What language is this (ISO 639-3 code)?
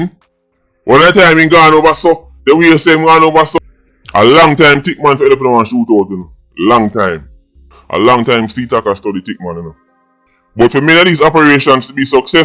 jam